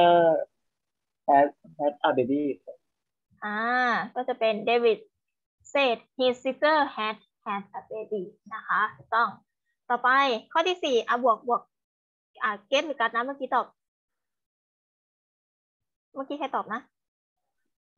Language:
Thai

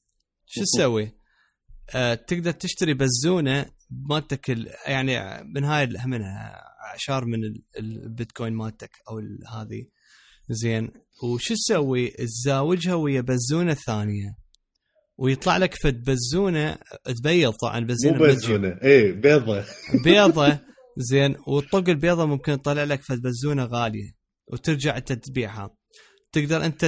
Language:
Mesopotamian Arabic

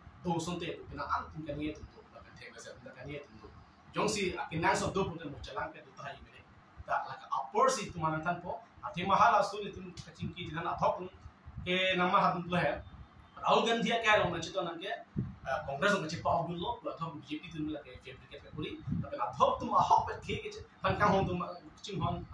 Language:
Karbi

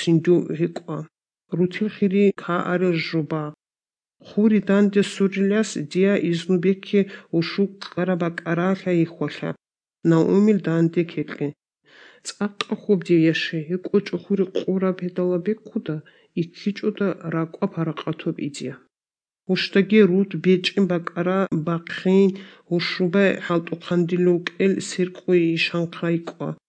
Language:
Avaric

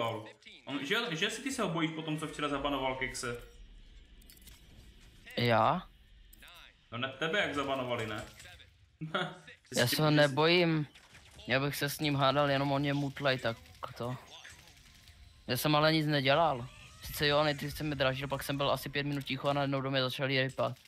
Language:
Czech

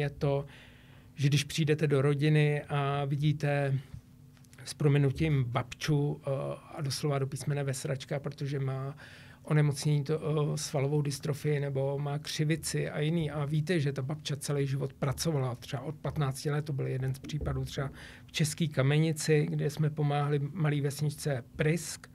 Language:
Czech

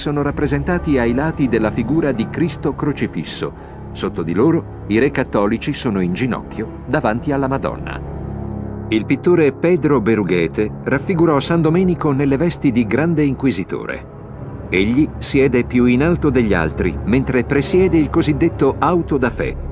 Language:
Italian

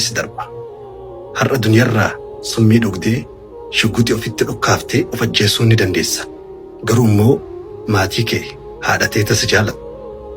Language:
Oromo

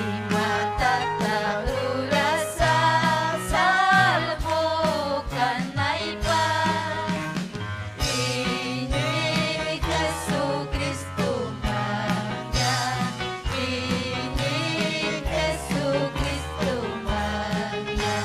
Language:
Ayacucho Quechua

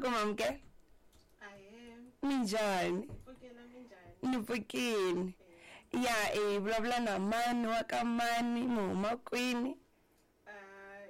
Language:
Tsonga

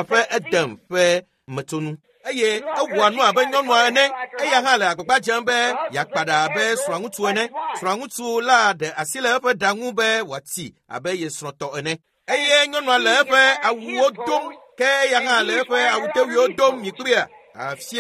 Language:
Ewe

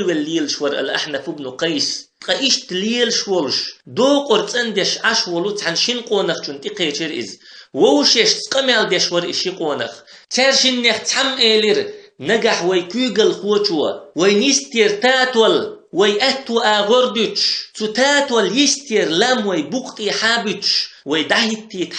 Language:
Chechen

